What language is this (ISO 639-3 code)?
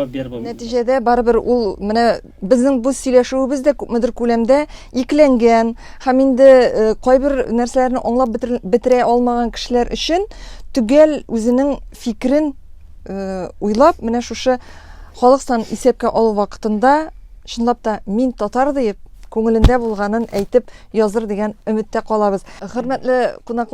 tat